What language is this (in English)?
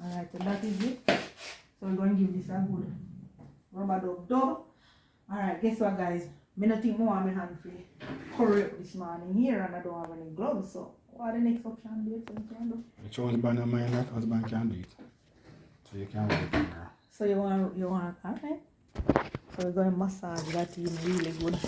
Jamaican Creole English